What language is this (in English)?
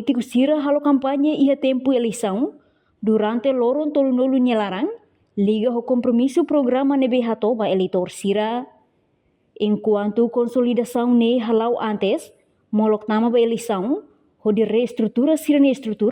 Tetum